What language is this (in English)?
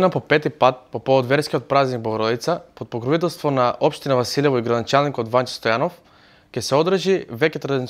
Macedonian